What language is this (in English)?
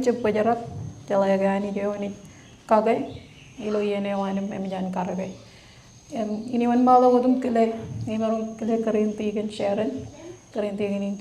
Marshallese